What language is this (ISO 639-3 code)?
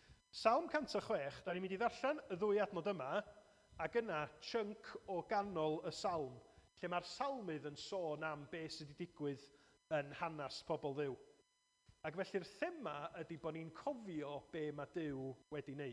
cym